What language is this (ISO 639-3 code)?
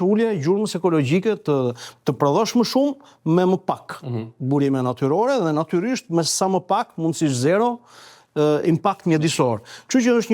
sqi